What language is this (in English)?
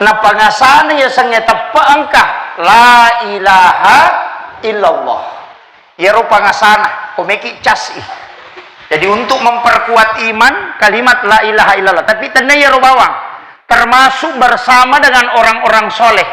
Buginese